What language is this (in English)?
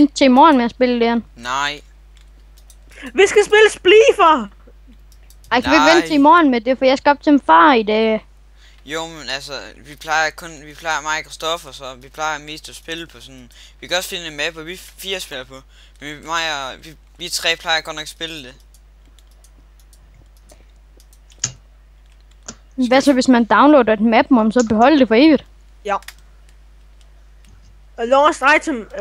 Danish